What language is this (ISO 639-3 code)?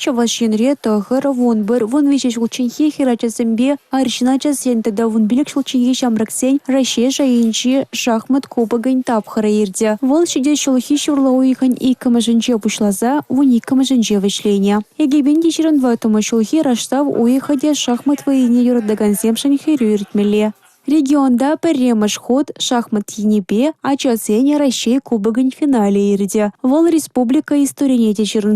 chv